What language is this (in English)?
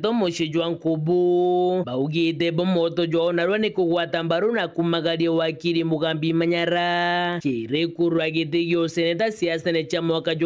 Meru